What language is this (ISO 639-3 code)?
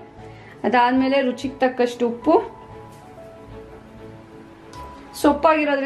kan